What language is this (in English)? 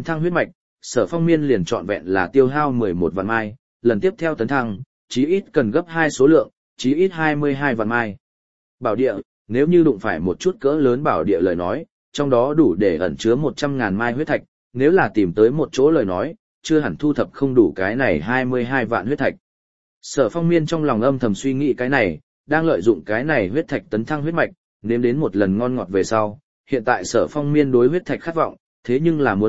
Vietnamese